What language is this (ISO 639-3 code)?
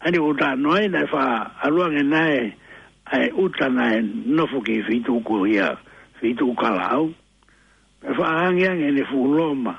ton